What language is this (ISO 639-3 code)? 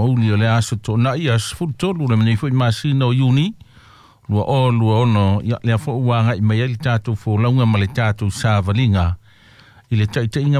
smo